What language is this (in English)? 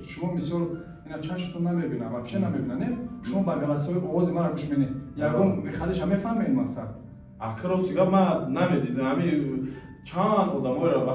Tajik